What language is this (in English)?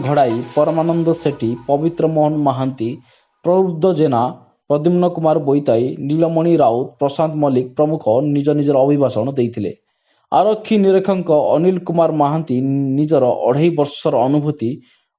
Odia